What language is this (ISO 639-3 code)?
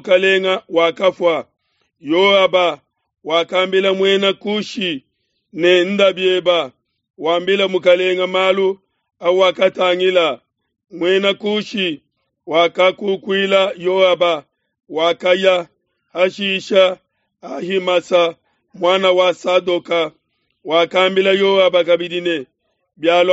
lua